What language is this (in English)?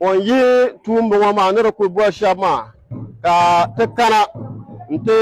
Dagbani